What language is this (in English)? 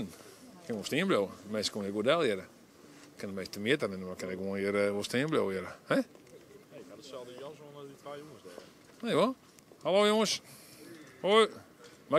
Western Frisian